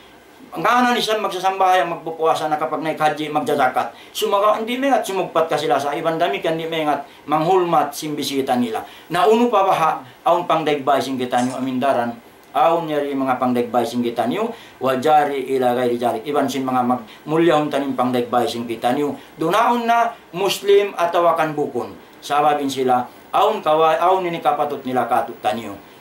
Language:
Tausug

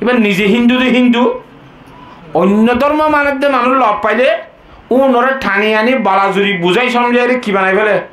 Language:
Rohingya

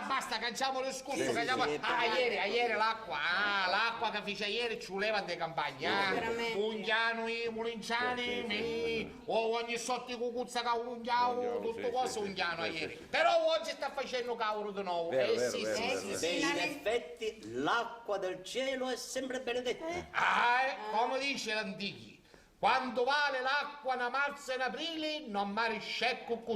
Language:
Sicilian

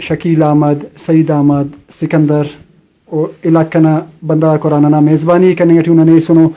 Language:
Brahui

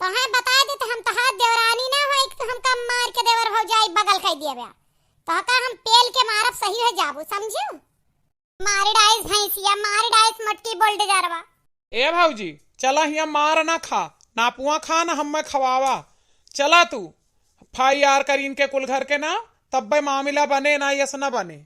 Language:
Awadhi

